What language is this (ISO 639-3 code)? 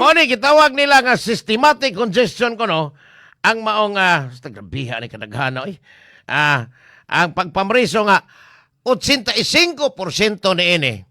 ceb